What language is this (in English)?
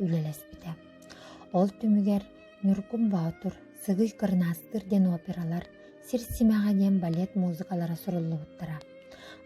Yakut